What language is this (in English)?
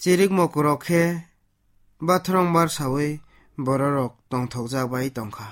Kok Borok